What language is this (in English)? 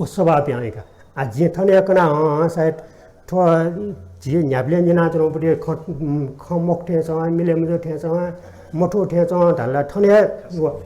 Newari